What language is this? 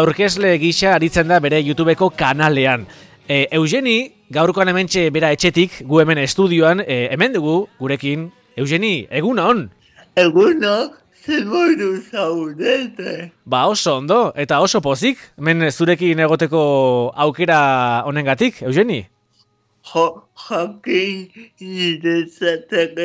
Basque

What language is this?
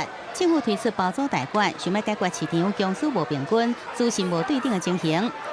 Min Nan Chinese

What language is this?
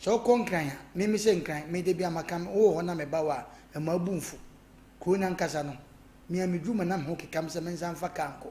Akan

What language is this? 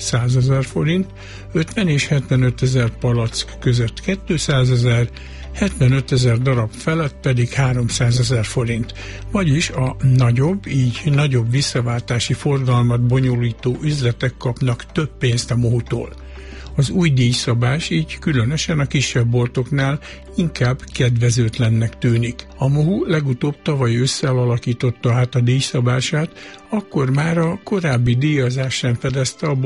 Hungarian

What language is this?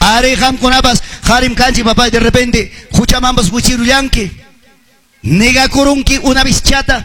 Quechua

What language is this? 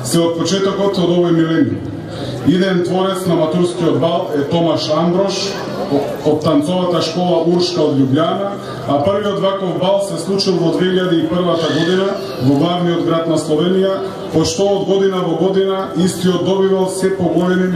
Macedonian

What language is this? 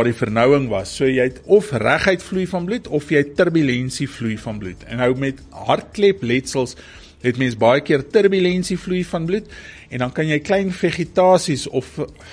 Afrikaans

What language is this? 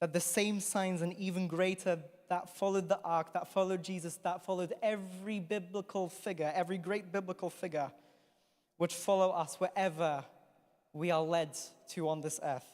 English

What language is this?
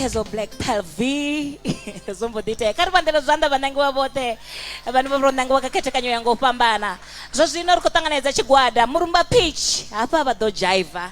Venda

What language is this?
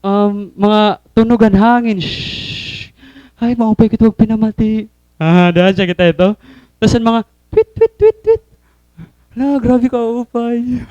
Waray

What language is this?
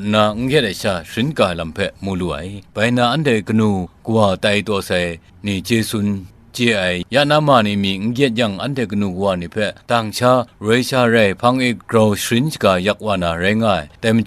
Kachin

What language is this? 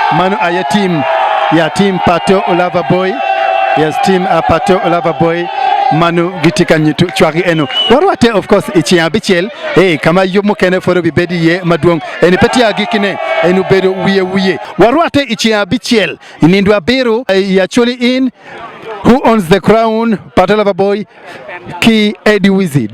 Acoli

